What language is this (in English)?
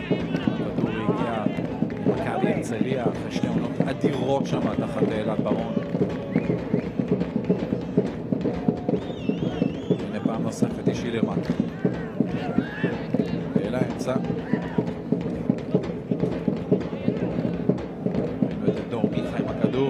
Hebrew